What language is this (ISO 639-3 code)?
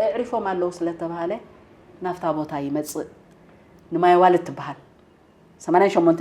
tir